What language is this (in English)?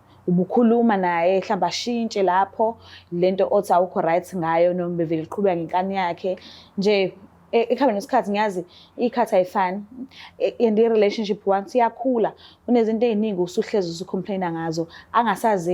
Zulu